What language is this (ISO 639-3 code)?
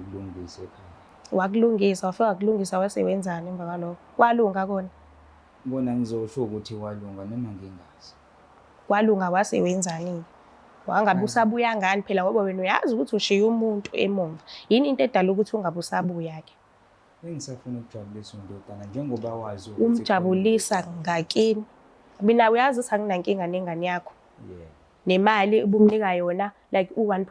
zul